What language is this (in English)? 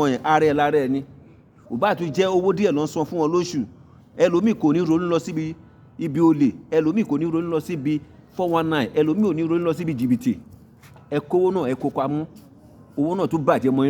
Yoruba